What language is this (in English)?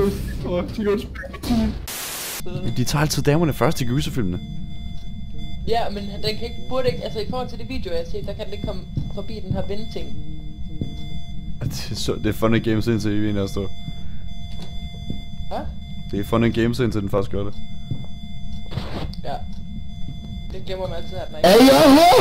Danish